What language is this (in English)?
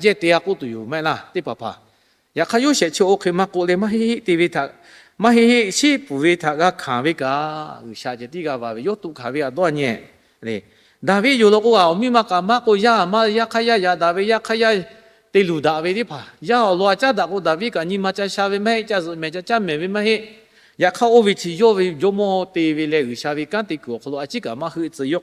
Lahu